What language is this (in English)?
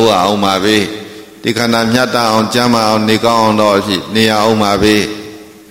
Burmese